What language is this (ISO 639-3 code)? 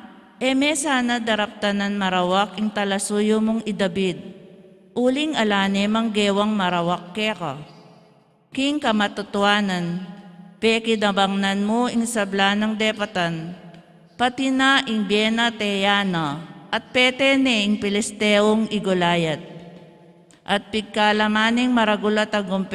pam